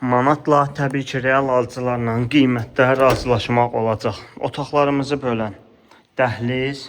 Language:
Azerbaijani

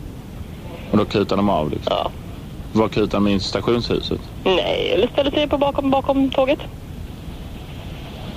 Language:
Swedish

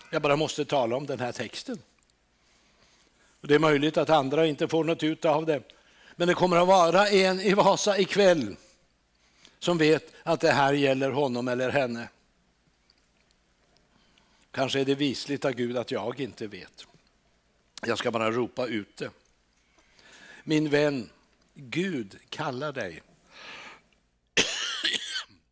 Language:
Swedish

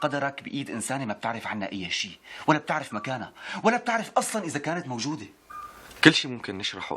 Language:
North Levantine Arabic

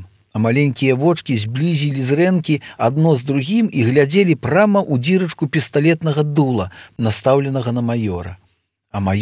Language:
Belarusian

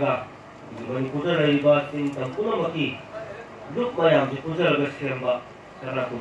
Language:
Manipuri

